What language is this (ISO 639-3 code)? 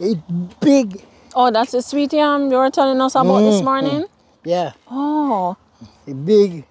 jam